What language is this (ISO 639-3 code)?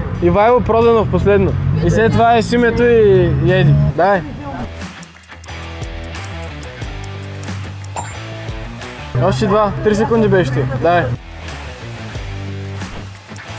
bul